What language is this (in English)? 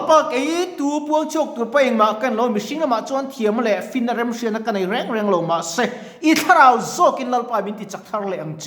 Mizo